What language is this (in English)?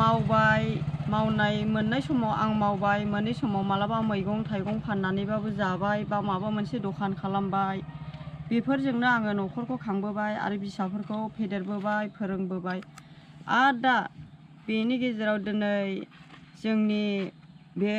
Bodo